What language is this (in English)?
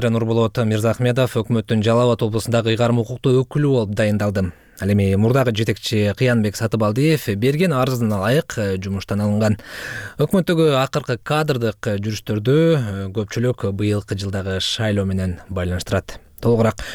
Kyrgyz